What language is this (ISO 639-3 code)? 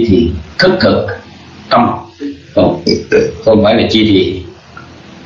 vie